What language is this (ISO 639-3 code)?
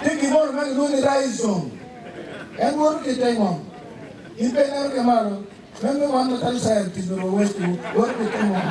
ach